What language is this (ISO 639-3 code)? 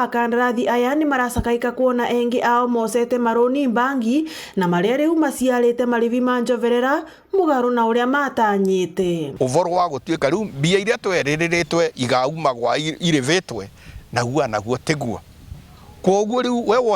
mer